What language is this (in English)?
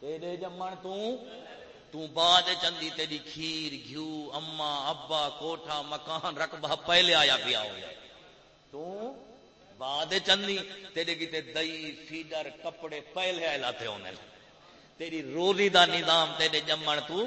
Saraiki